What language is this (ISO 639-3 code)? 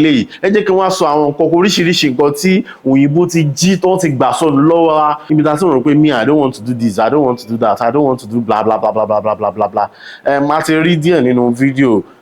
yor